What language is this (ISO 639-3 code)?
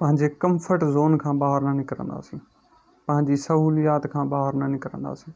snd